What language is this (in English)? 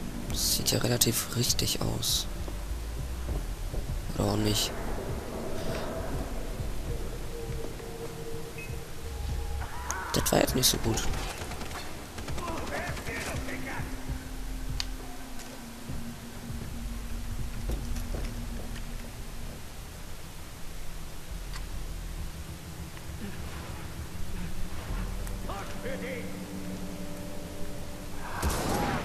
German